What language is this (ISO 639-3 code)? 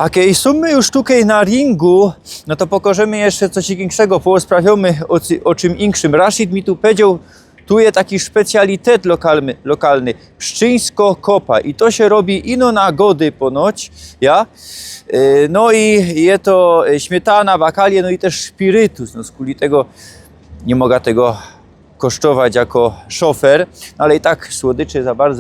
szl